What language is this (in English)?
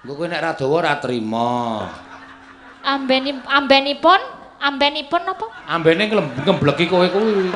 Javanese